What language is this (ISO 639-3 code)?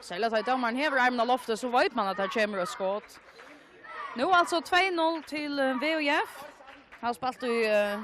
fao